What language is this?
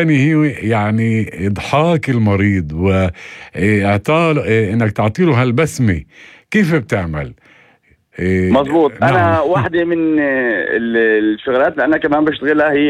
North Levantine Arabic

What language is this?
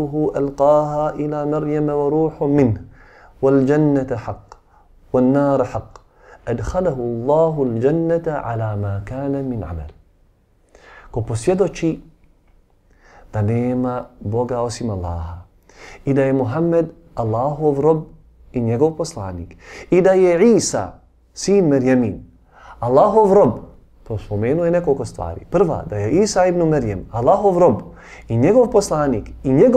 Bosnian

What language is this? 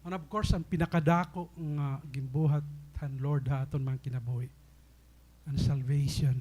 Waray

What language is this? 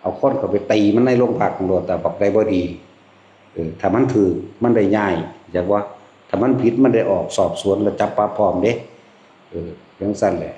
Northeastern Thai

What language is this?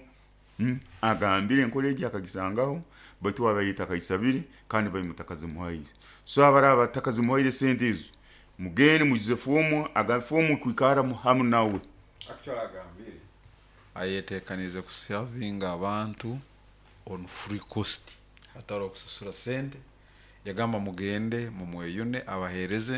Nyoro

